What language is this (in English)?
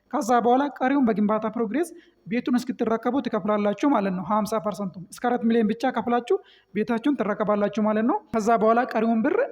Amharic